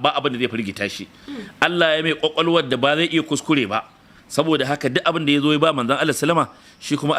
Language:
Hausa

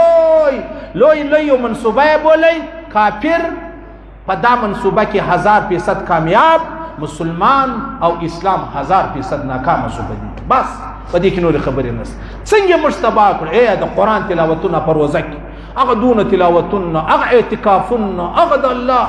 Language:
Pashto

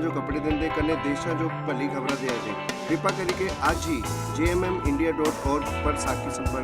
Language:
Dogri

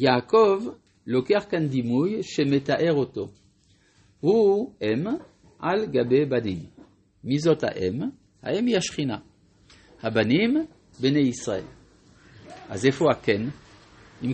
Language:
Hebrew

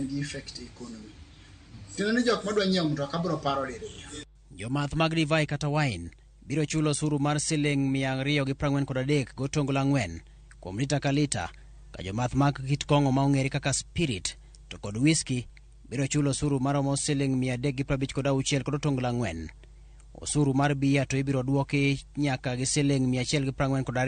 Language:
Luo (Kenya and Tanzania)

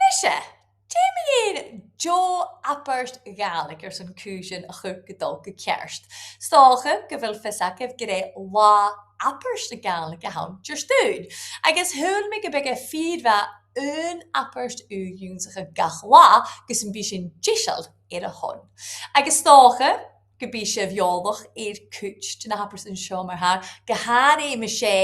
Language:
Scottish Gaelic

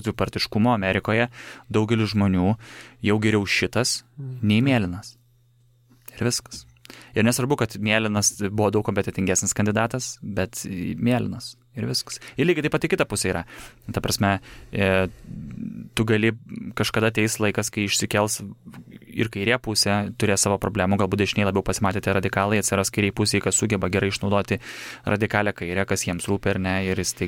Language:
Lithuanian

